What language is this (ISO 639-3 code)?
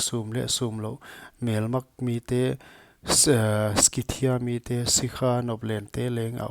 pck